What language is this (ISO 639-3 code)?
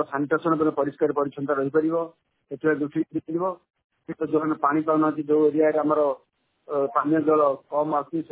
ori